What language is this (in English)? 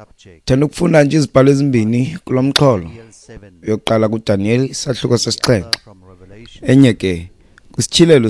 Xhosa